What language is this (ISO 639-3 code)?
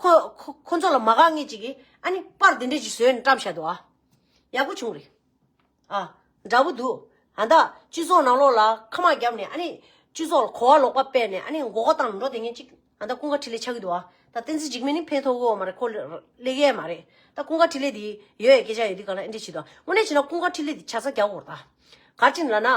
bod